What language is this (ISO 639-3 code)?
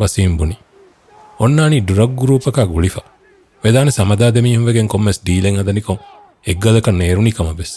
div